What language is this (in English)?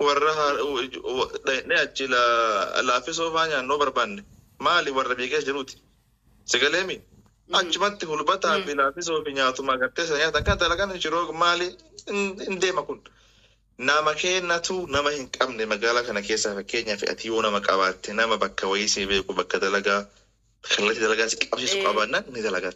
Oromo